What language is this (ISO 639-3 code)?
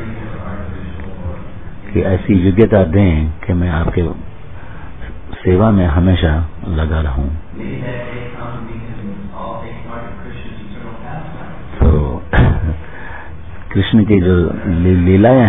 hin